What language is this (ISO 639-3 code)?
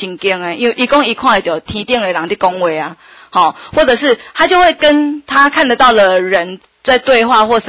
nan